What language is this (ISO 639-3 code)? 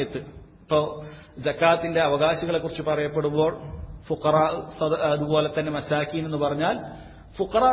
mal